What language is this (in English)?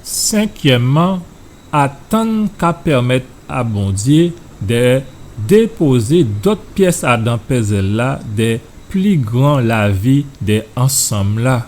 Guadeloupean Creole French